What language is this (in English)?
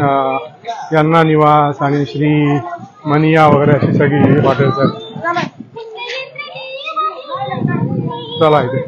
Marathi